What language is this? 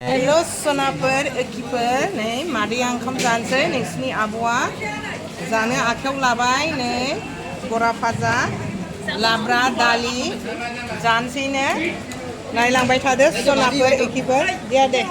Bodo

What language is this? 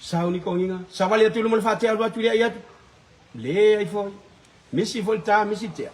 Samoan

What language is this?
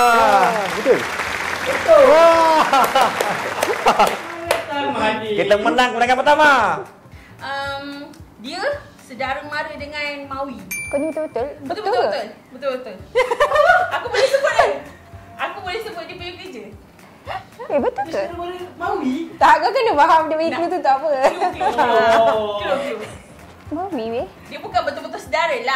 Malay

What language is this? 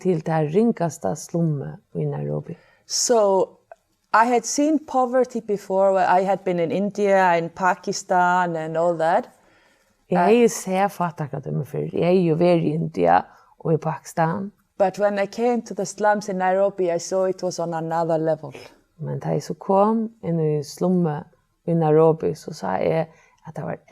Faroese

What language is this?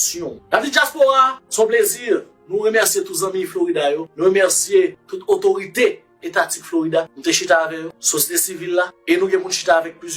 Haitian Creole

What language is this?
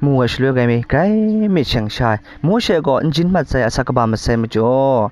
Kachin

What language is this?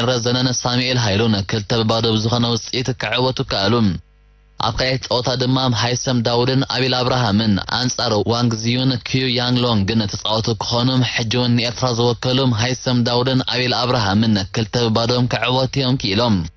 Tigrinya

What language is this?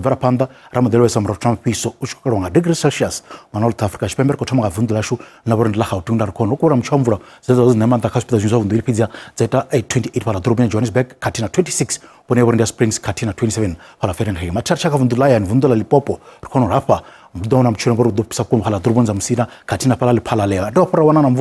Venda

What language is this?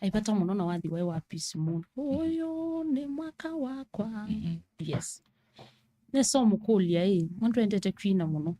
Kamba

